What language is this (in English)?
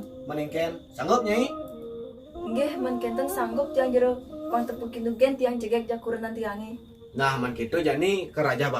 Balinese